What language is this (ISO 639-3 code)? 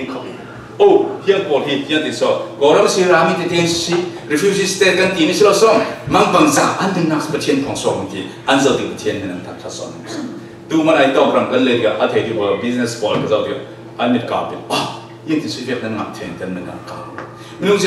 cfm